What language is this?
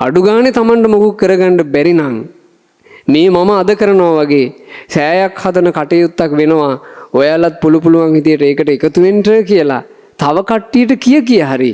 Sinhala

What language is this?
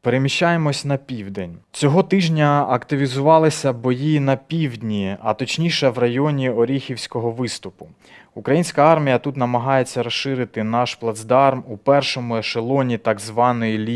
Ukrainian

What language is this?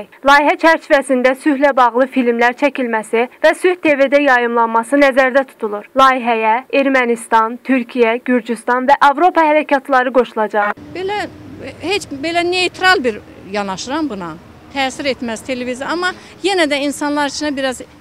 Azerbaijani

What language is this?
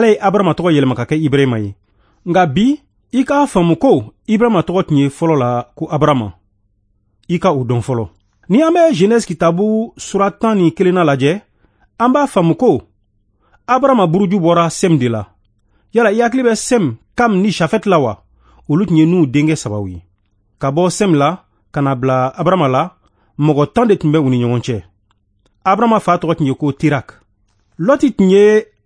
Bambara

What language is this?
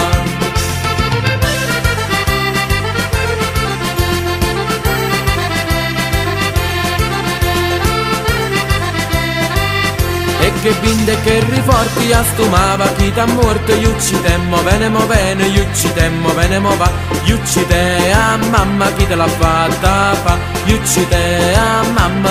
Italian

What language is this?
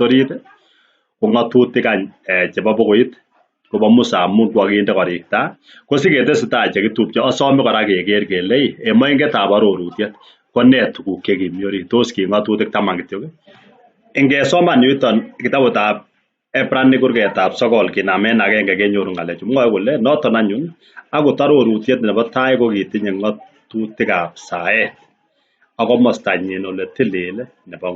Kalenjin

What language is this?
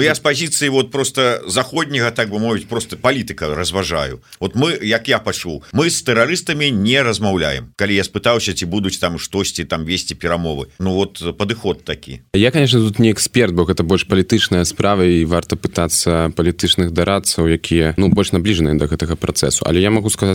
Belarusian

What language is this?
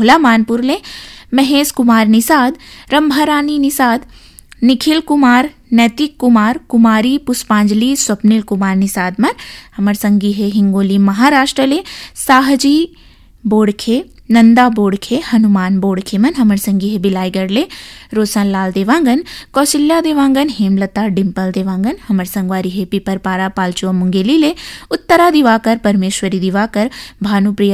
Chhattisgarhi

